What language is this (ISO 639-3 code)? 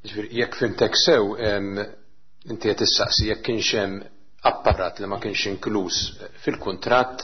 mlt